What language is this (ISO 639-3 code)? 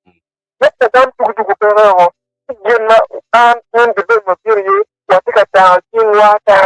ach